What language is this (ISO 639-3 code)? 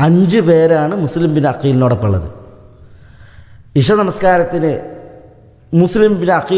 mal